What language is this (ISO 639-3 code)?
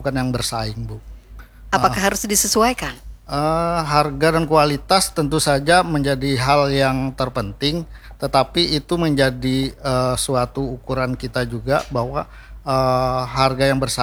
ind